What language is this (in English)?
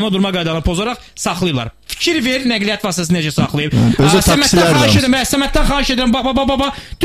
Azerbaijani